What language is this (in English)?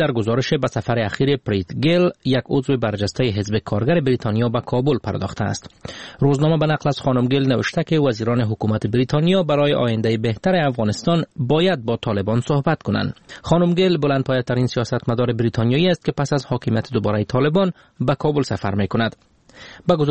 Persian